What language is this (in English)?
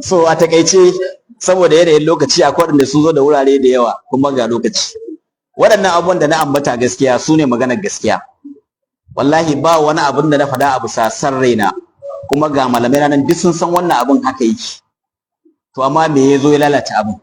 Hausa